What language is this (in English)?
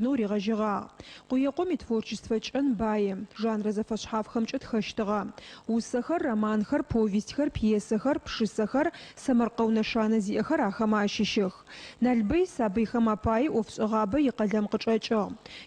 Adyghe